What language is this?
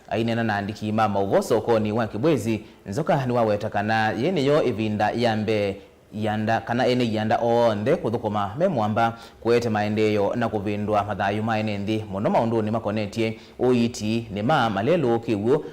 Kamba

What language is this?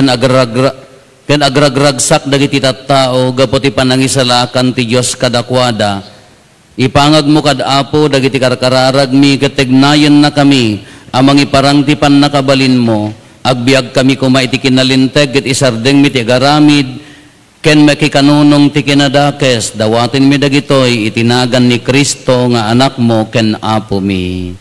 Iloko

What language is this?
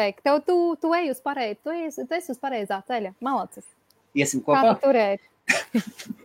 Latvian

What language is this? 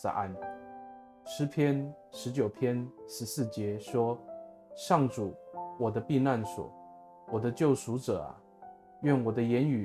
Amis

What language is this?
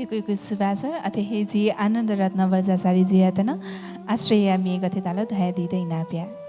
Newari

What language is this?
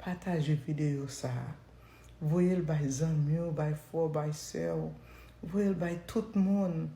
Haitian Creole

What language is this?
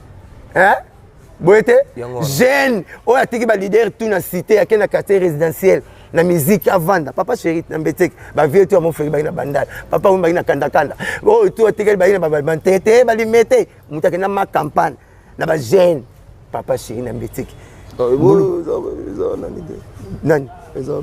Lingala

